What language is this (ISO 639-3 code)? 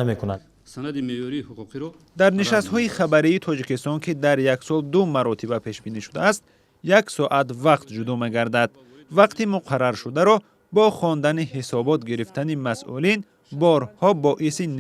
tgk